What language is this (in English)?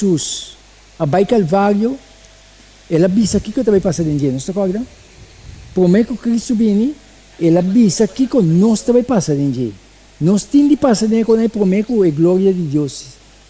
Papiamento